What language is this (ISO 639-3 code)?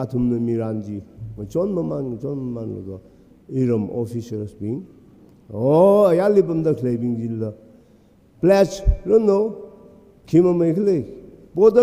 nmf